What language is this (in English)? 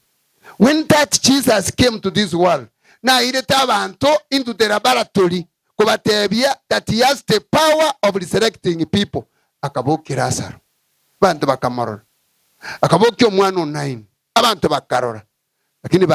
Gusii